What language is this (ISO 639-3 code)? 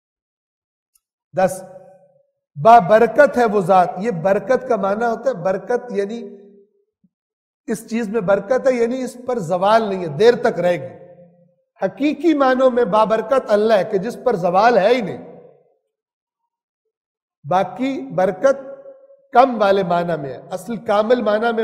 urd